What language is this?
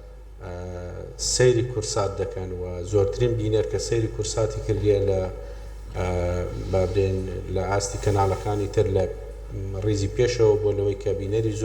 Central Kurdish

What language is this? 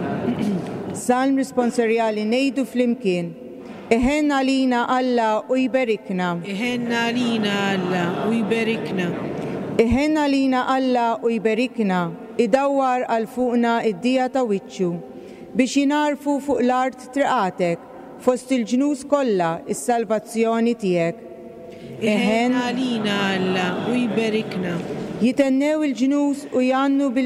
Maltese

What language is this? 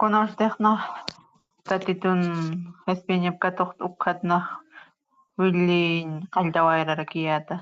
Aymara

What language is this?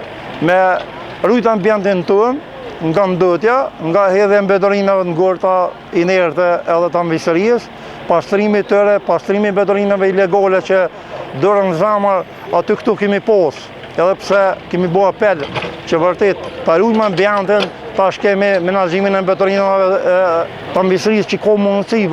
Albanian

